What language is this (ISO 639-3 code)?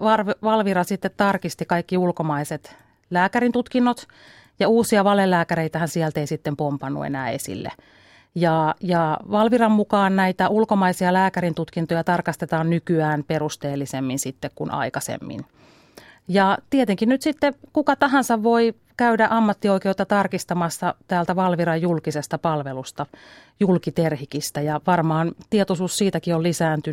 fin